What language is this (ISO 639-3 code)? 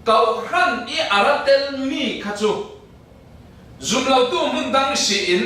cfm